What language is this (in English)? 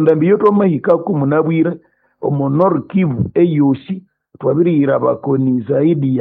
Nande